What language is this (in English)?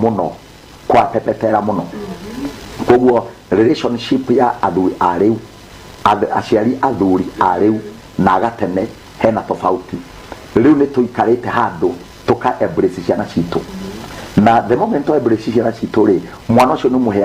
Kikuyu